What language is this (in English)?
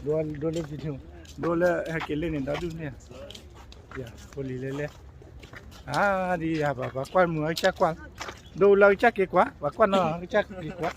S'gaw Karen